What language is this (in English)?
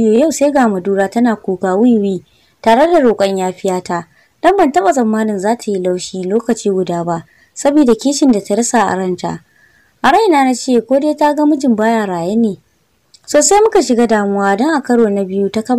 Hausa